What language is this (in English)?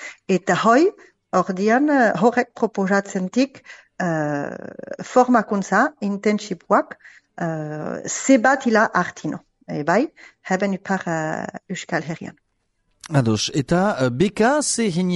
Basque